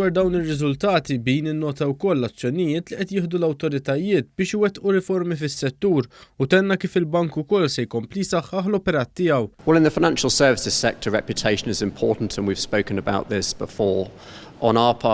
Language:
Maltese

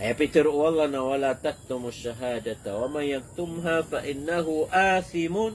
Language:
Maranao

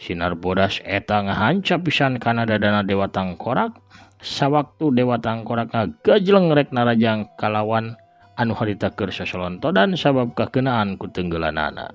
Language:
Sundanese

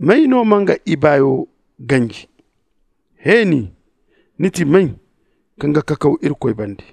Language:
Zarma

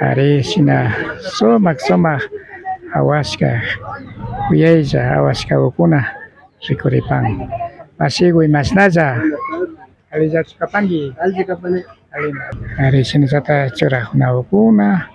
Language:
Imbabura Highland Quichua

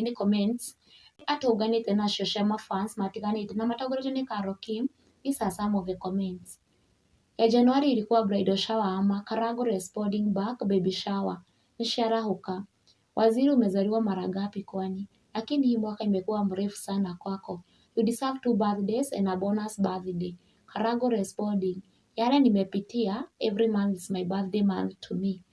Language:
Kikuyu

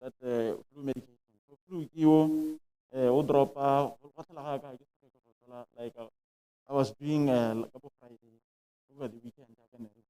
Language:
Tswana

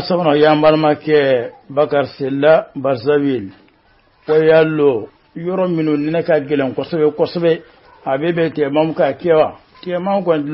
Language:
Bambara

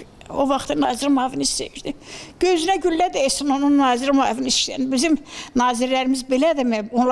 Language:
Azerbaijani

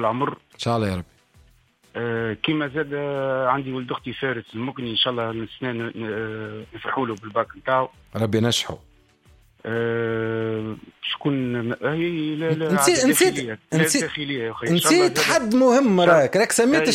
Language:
Tunisian Arabic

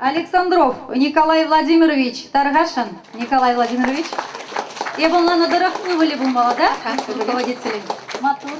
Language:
Chuvash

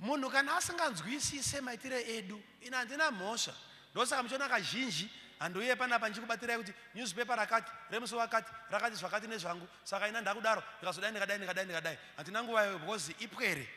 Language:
Shona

